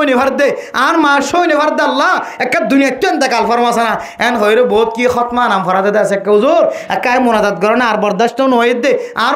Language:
Rohingya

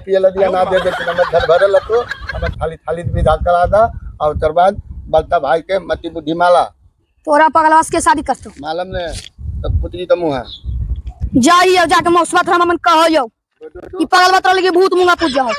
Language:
Magahi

